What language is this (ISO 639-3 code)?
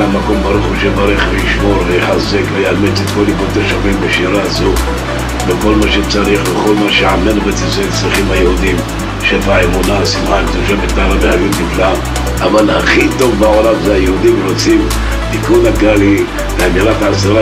heb